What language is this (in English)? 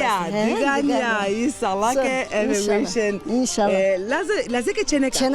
Zaza